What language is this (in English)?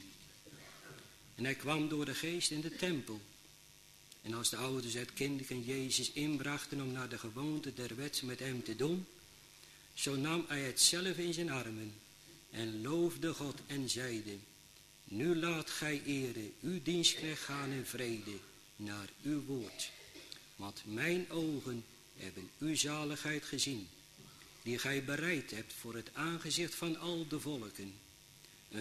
Dutch